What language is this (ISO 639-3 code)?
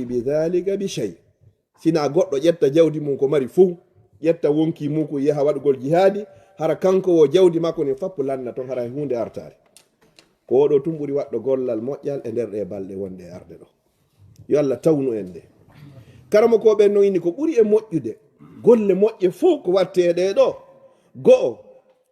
ful